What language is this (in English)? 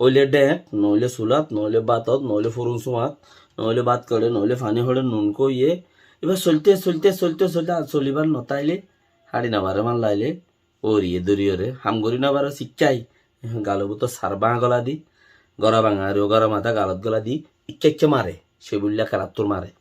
Rohingya